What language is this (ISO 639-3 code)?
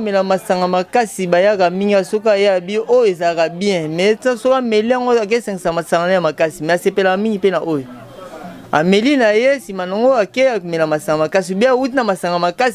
lin